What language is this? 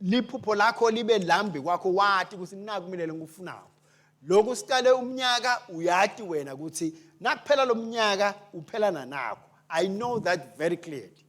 Swati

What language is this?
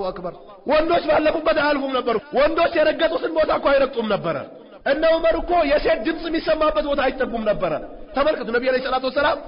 Amharic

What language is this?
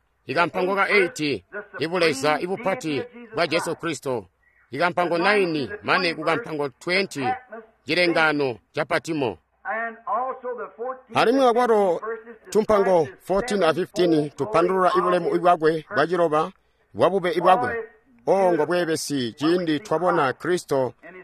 Tonga (Zambia)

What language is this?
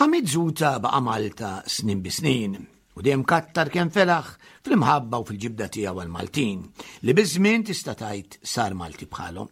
Maltese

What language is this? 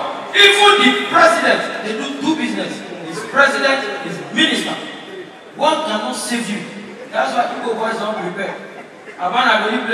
Nigerian Pidgin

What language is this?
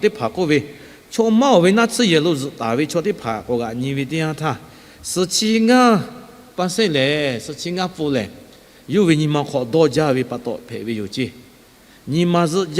Lahu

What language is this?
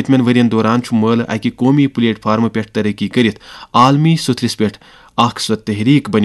Kashmiri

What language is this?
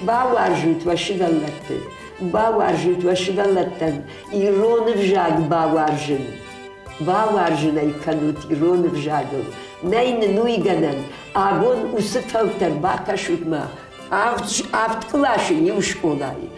Ossetic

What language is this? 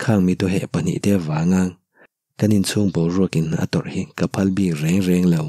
Mizo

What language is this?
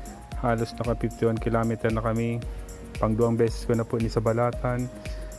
Bikol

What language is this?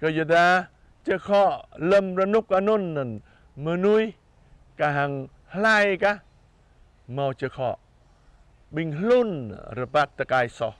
Jarai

